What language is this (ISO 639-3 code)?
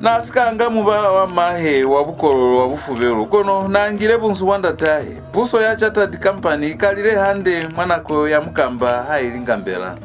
loz